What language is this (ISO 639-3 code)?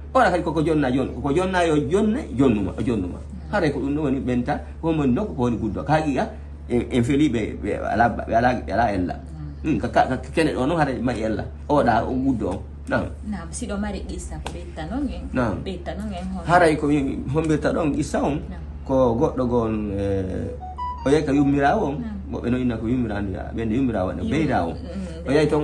ful